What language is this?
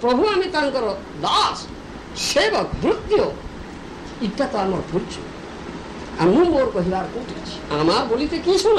Odia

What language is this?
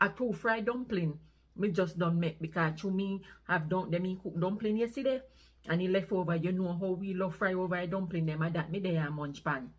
Jamaican Creole English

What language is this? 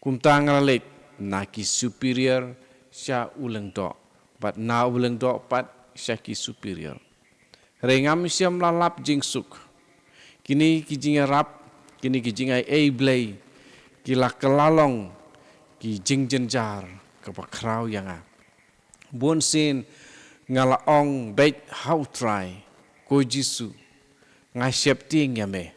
Khasi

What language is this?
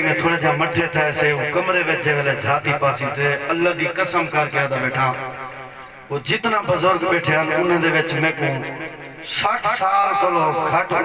Saraiki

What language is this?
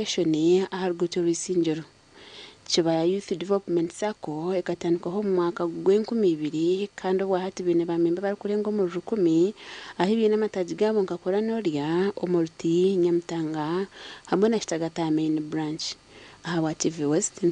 Nyankole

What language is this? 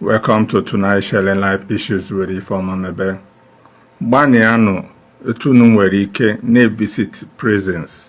Igbo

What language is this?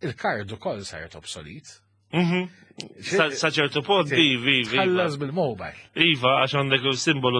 Maltese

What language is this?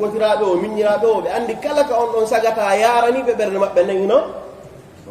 Fula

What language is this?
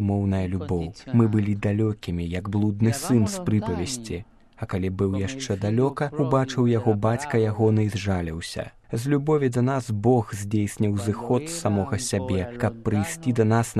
Belarusian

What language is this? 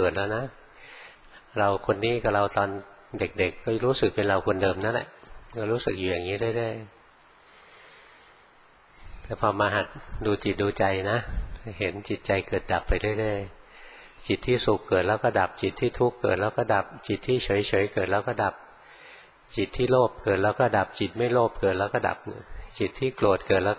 Thai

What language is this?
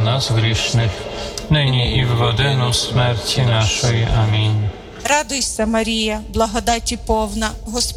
Ukrainian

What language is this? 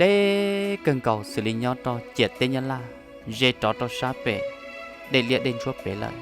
Hmong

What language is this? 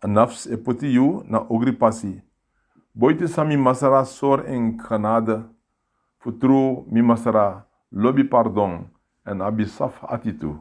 Sranan Tongo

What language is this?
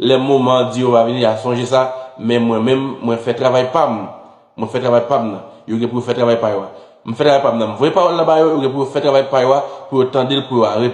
Haitian Creole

